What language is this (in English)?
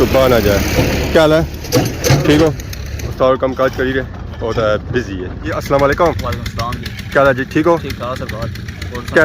Pahari-Potwari